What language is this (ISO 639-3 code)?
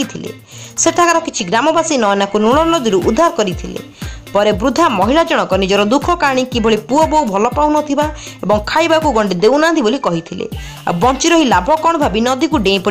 ori